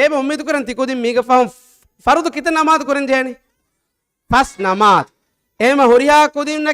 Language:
Divehi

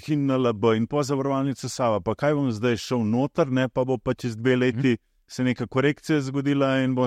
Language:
Slovenian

